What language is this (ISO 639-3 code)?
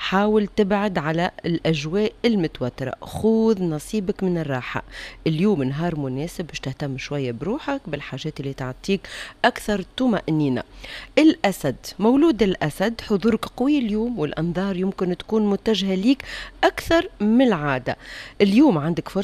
aeb